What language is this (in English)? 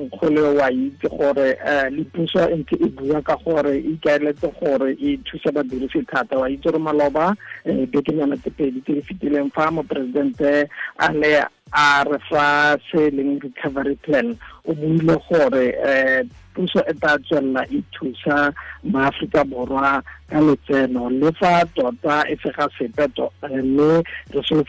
Tswana